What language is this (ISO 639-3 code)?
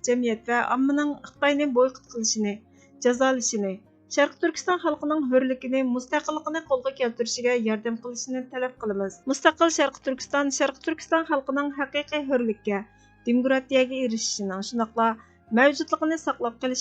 uig